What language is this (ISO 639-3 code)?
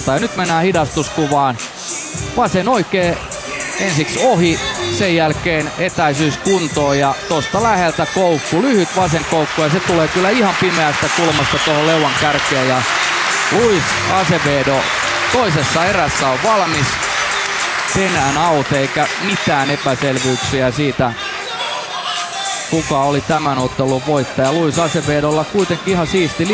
fin